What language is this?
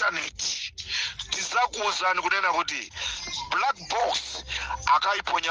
Nyanja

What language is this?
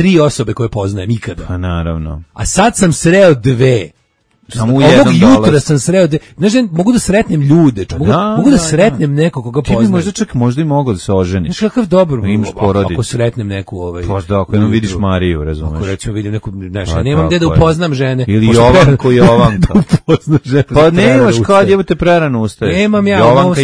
Serbian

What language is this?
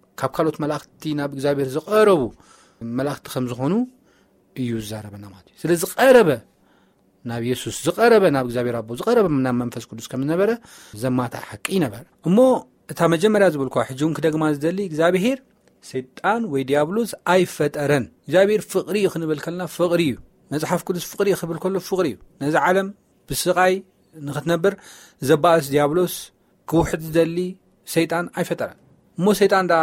Tigrinya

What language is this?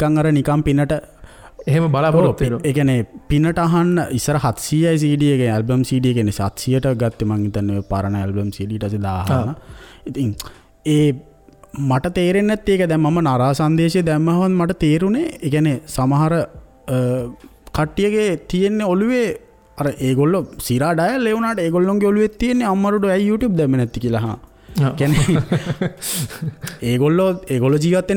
Sinhala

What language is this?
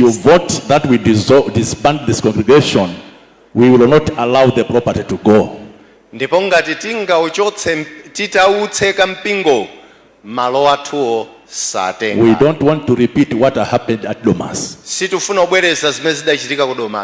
Nyanja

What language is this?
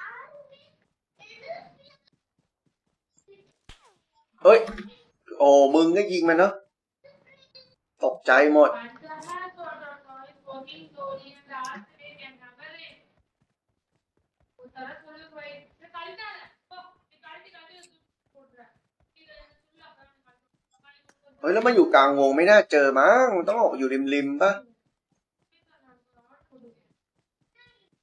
Thai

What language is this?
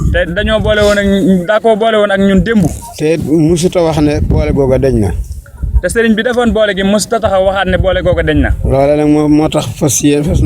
Wolof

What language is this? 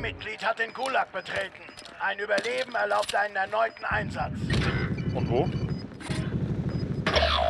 German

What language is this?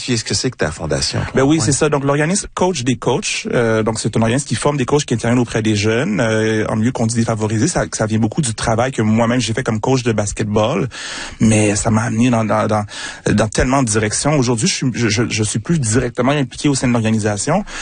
French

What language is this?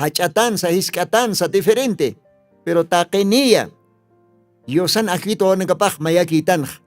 Aymara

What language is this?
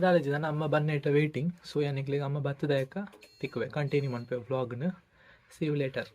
Tulu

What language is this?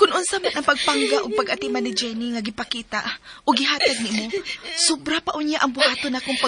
Cebuano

